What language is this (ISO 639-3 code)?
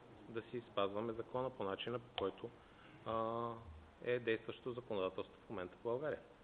bul